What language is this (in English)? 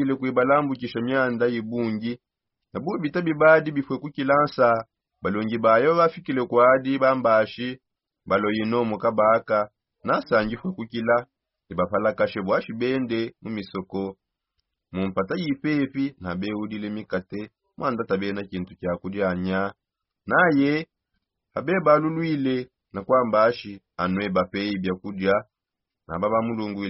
Songe